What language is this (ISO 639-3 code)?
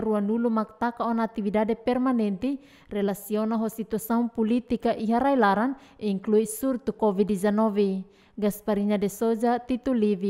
tet